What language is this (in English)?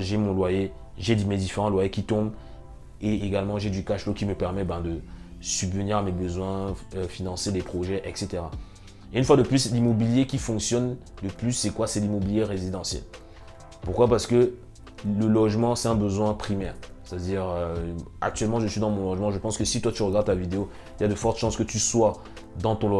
French